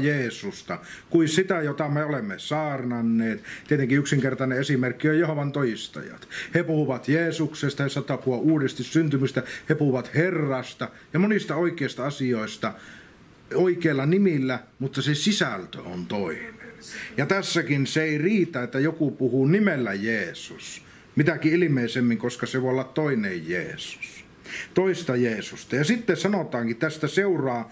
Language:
Finnish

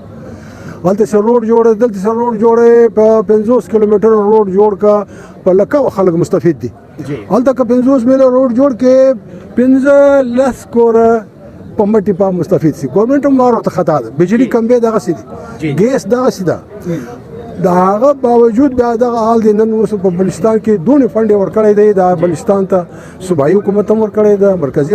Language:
Pashto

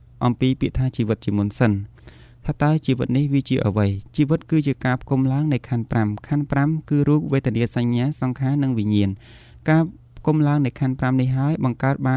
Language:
Khmer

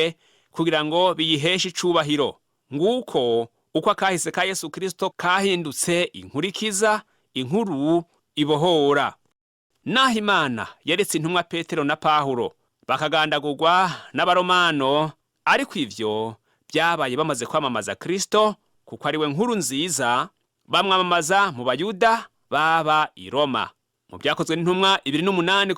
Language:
Rundi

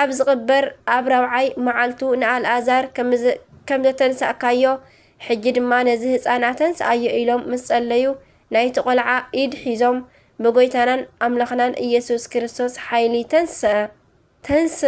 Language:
Tigrinya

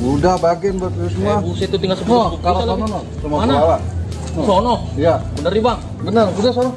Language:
Betawi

